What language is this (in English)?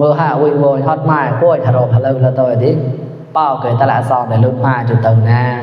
Mon